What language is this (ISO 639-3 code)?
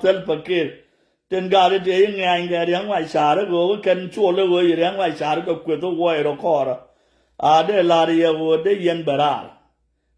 nus